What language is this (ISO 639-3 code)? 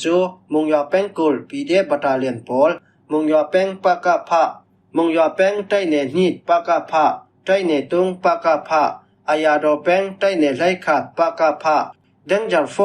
cfm